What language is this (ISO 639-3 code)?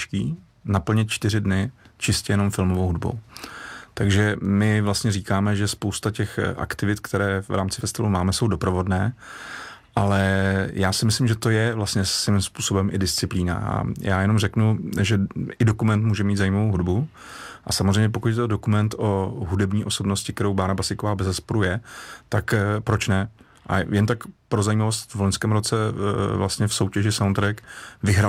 ces